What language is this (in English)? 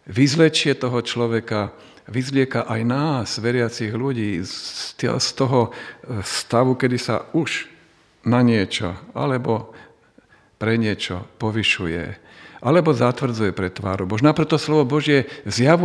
Slovak